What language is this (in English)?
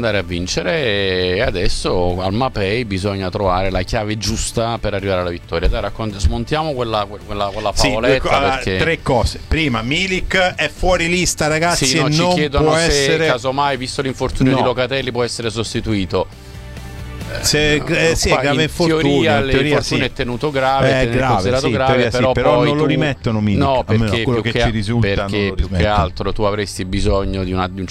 Italian